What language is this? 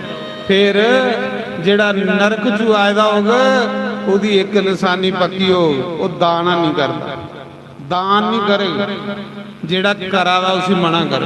Dogri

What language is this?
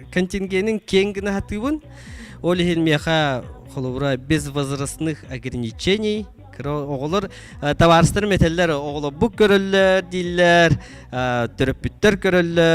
Yakut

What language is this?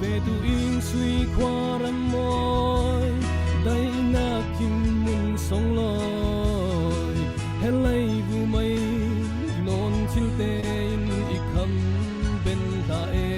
Falam Chin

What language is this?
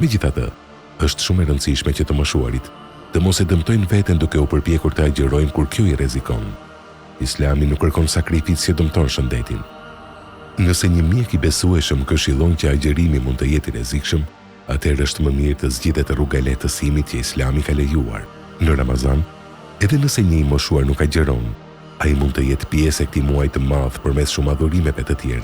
Albanian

